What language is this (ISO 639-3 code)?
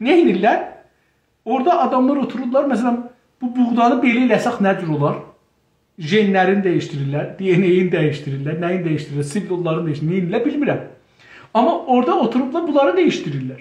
azb